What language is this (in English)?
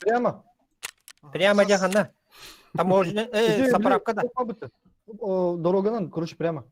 Yakut